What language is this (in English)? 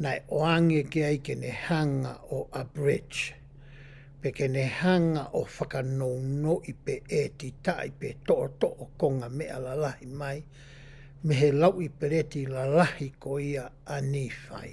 Tongan